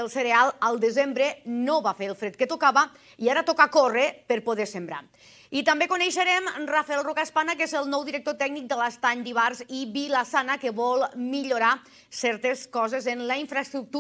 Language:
Catalan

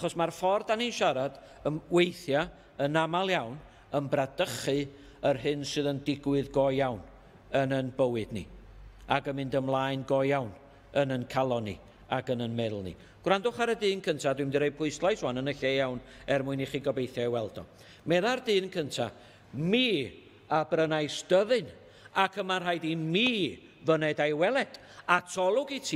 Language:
Welsh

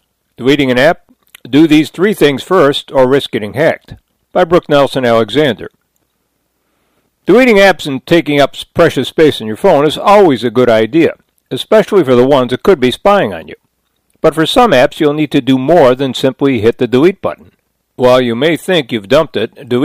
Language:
English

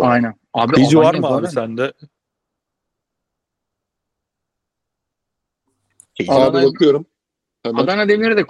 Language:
Turkish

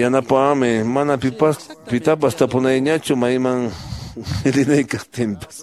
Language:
Quechua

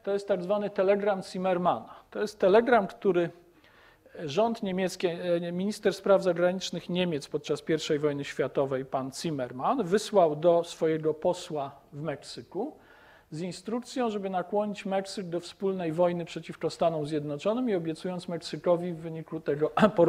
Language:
Polish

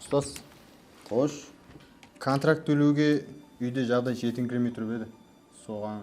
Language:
Kara-Kalpak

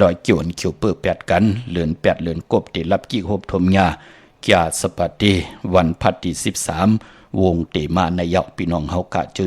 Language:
Shan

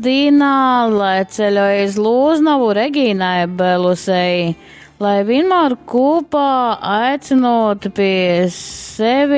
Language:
Latgalian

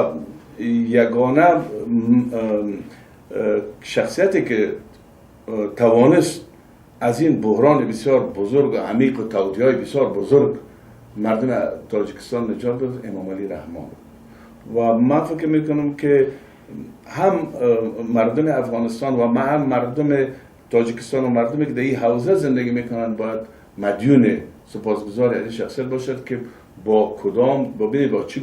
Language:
Tajik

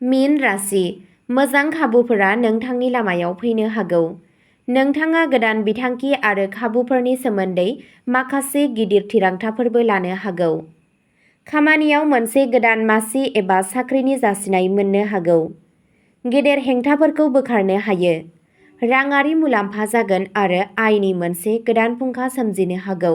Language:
Bodo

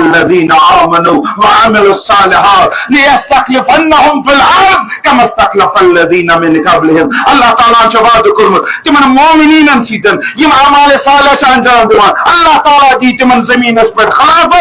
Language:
Kashmiri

